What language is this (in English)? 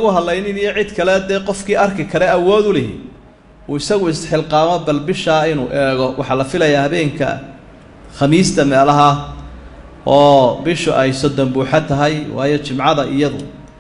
Somali